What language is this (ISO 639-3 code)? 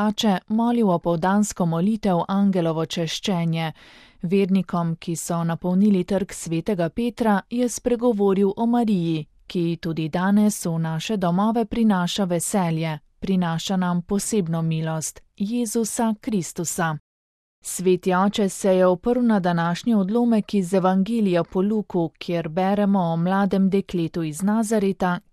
slv